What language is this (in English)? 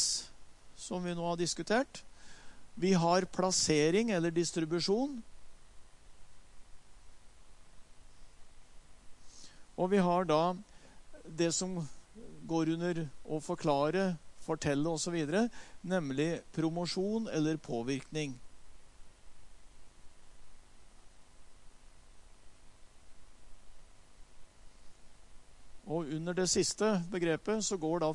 Norwegian